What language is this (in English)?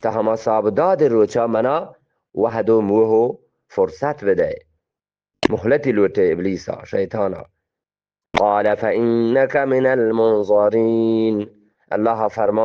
Eastern Balochi